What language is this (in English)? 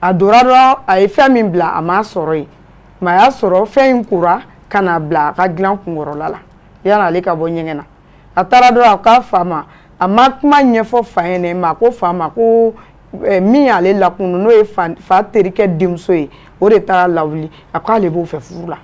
Bambara